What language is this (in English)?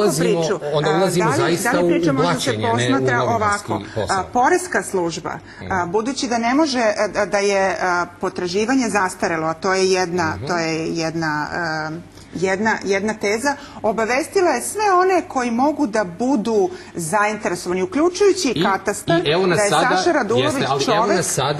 Serbian